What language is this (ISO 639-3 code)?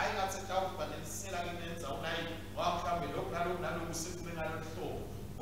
ssw